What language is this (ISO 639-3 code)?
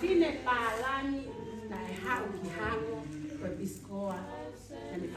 ton